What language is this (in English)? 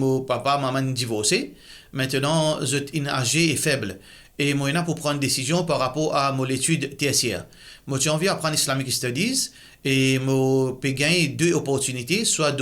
Morisyen